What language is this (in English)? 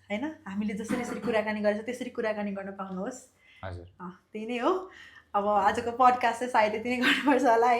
Nepali